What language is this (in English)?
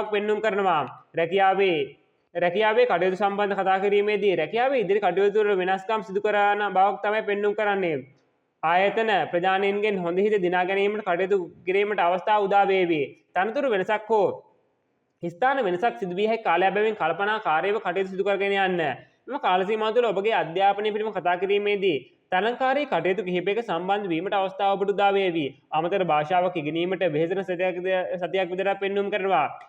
Sinhala